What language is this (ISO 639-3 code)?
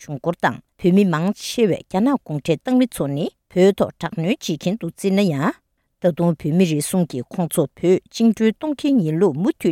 bod